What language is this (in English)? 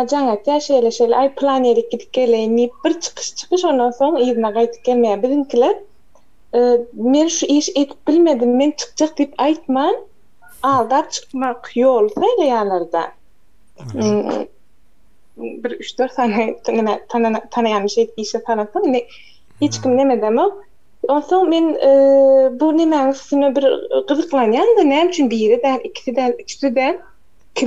Turkmen